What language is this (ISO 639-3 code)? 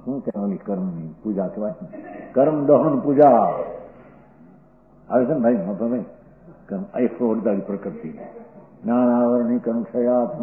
guj